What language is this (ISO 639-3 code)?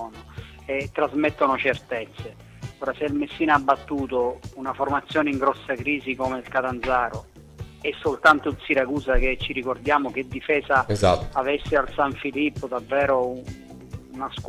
ita